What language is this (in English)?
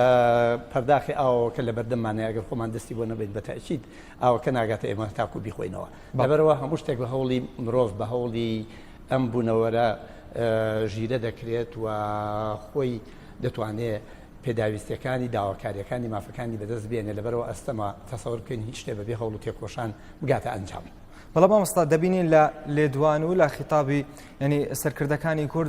Central Kurdish